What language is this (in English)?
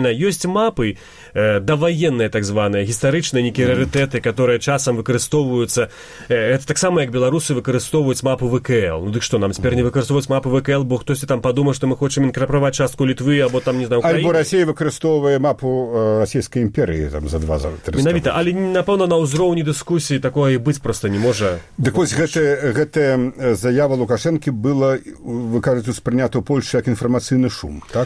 Belarusian